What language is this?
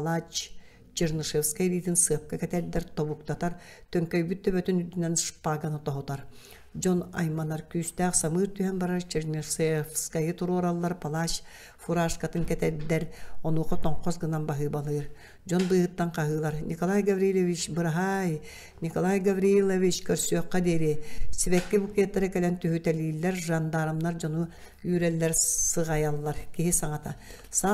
Yakut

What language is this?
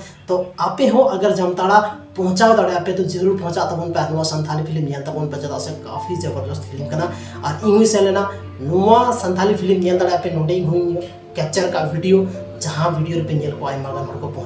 Santali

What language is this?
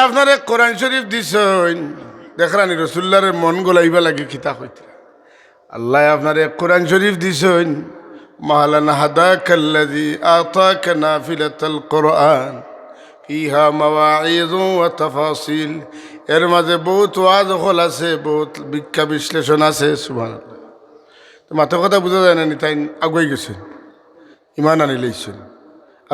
Sylheti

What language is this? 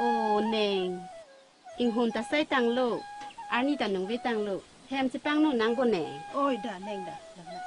Karbi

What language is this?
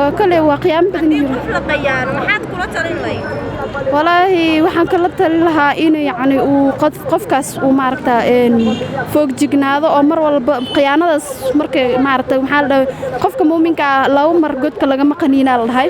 Somali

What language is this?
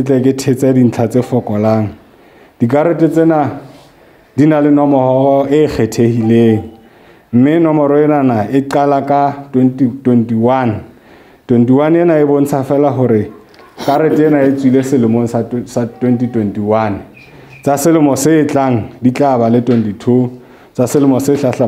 Southern Sotho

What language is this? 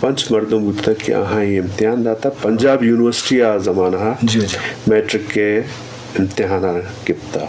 Eastern Balochi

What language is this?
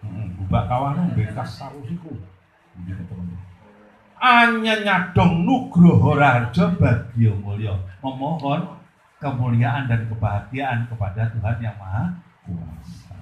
Javanese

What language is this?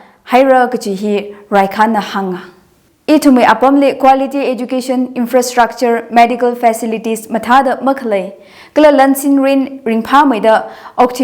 Tangkhul Naga (India)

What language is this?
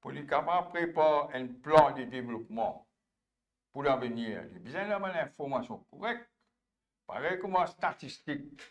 Morisyen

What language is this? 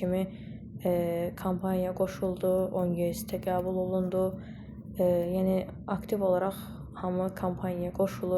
Azerbaijani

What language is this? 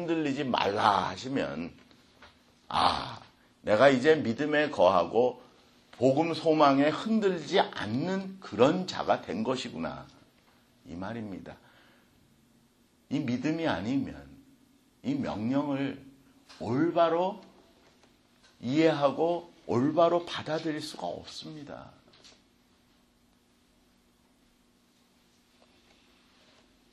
Korean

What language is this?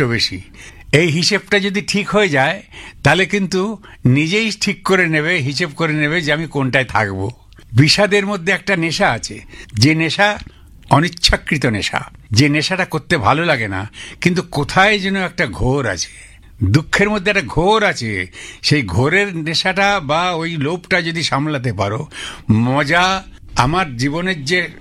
Bangla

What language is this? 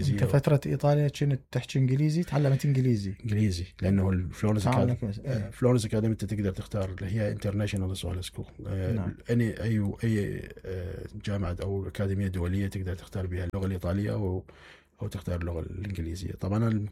Mesopotamian Arabic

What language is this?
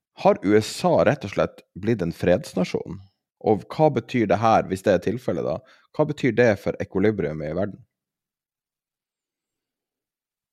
Norwegian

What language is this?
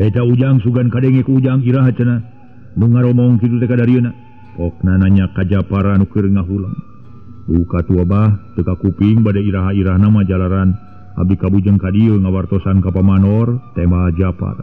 Sundanese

